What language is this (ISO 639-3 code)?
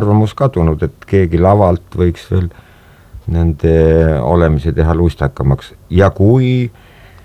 est